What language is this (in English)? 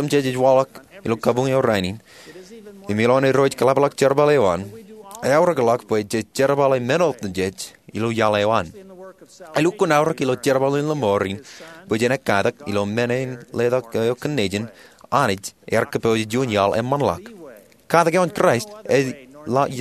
Marshallese